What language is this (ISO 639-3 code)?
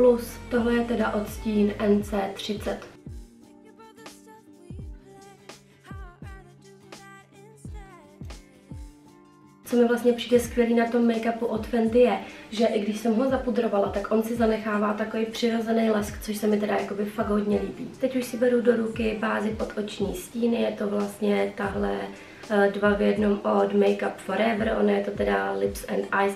ces